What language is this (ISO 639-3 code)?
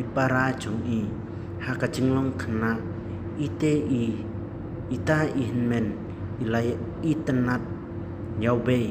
kha